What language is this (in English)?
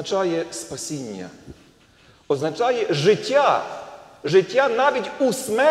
Ukrainian